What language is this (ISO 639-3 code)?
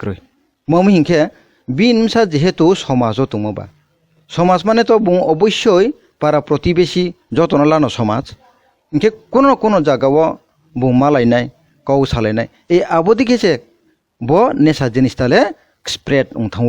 trp